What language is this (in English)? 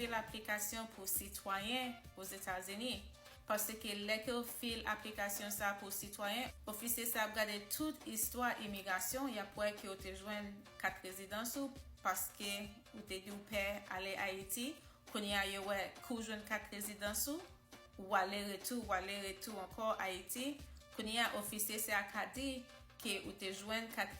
Haitian Creole